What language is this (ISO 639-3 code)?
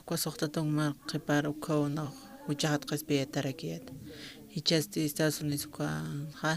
aym